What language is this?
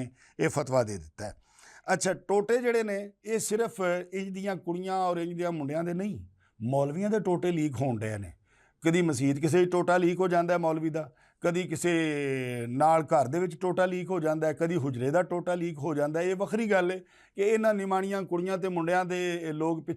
Western Panjabi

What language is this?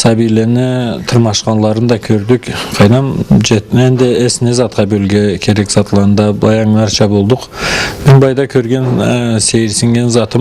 Karachay-Balkar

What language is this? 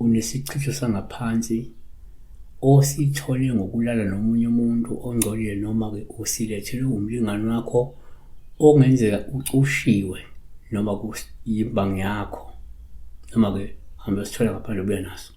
Zulu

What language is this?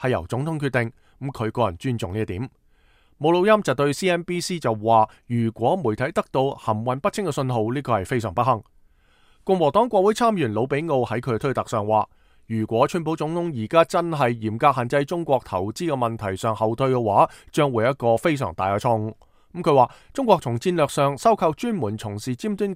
Cantonese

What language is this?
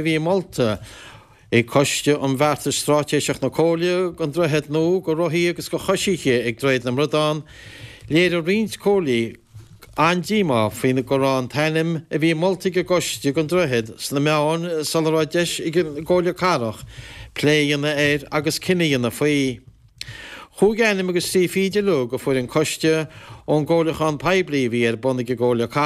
Irish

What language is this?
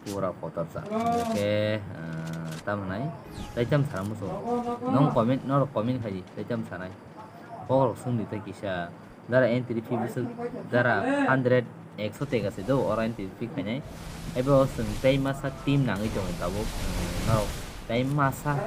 Kok Borok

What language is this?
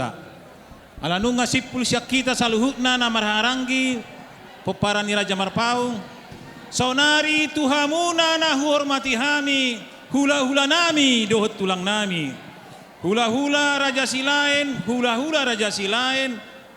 Batak Toba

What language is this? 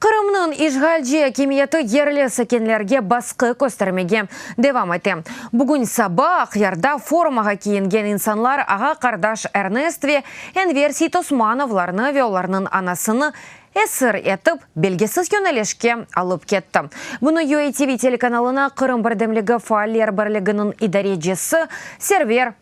Crimean Tatar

